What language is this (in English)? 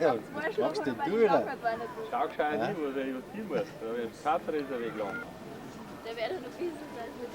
Bavarian